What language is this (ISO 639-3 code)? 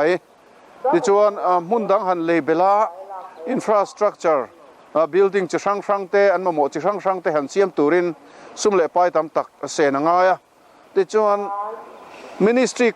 lus